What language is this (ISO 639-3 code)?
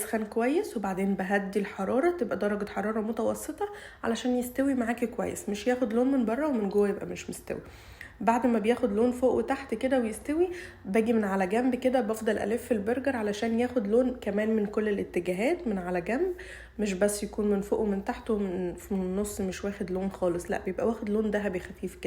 arz